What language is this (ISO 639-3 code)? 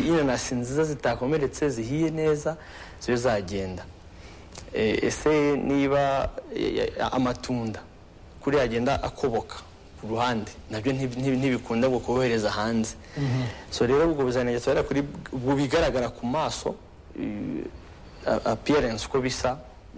kin